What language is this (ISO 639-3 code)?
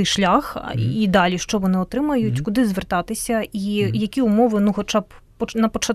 ukr